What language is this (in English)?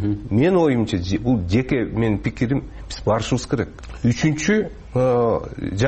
Kyrgyz